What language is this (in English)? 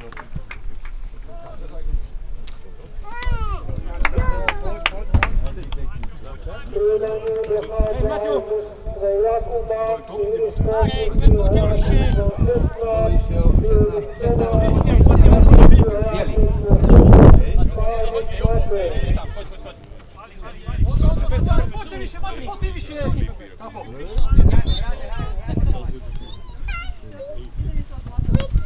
Slovak